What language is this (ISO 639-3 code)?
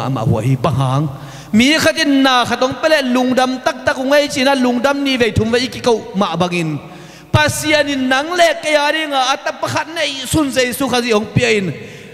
ctd